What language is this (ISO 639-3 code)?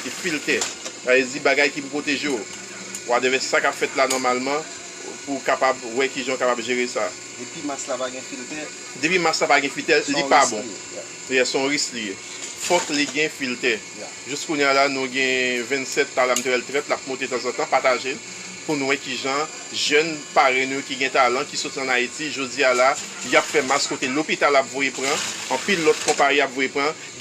hat